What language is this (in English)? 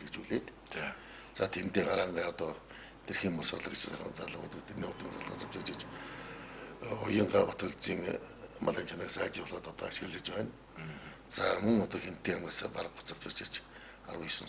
Mongolian